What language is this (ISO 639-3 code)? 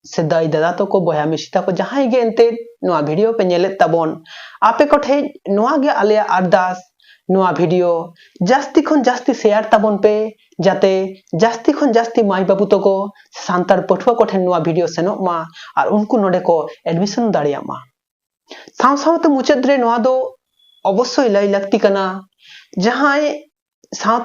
sat